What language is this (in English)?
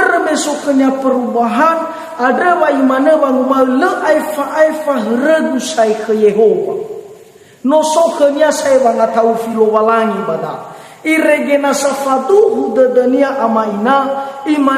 Nias